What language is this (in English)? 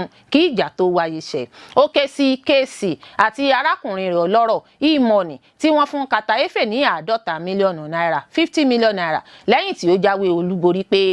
Yoruba